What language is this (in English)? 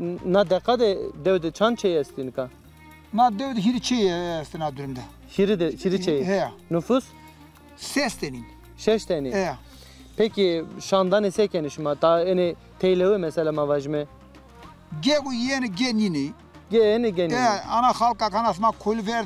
Zaza